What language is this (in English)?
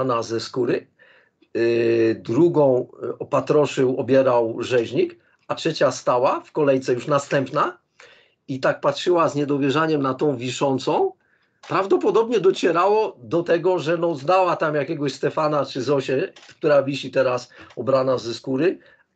Polish